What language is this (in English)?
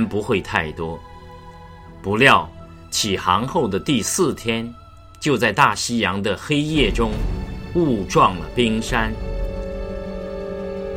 Chinese